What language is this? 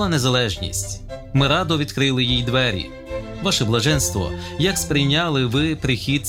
Ukrainian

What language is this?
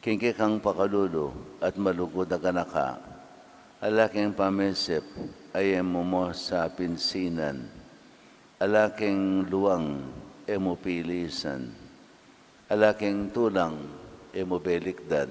Pampanga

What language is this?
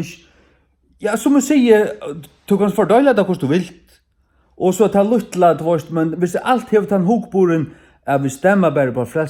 Faroese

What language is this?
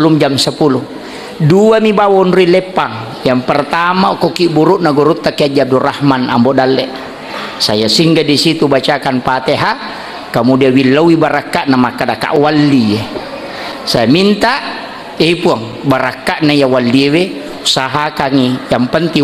Buginese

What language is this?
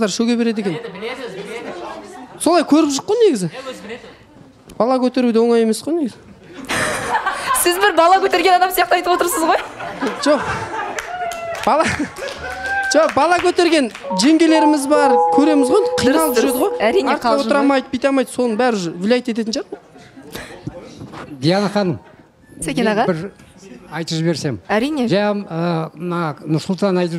Kazakh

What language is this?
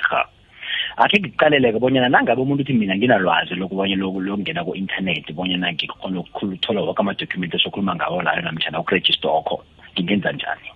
South Ndebele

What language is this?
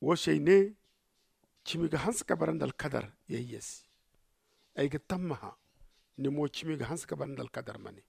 Zarma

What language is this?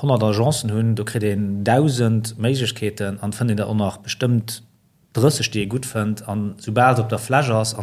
Luxembourgish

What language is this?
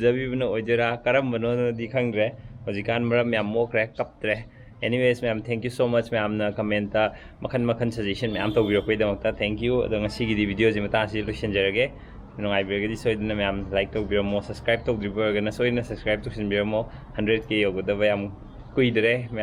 Manipuri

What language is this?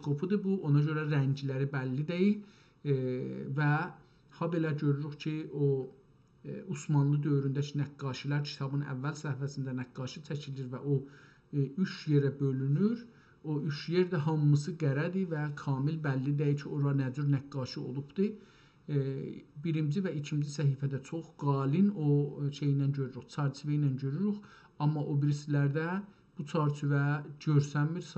South Azerbaijani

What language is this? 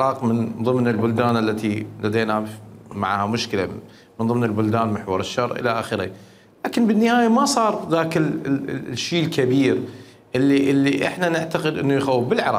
Mesopotamian Arabic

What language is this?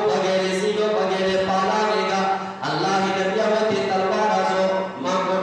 Eastern Balochi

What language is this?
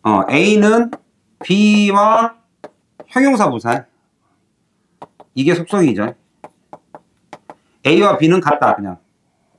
Korean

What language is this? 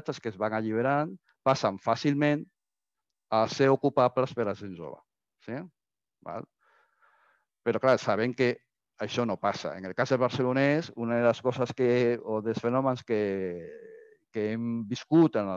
Catalan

